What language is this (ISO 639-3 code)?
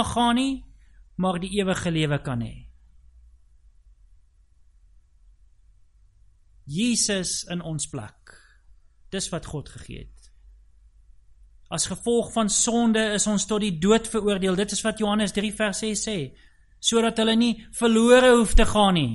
afr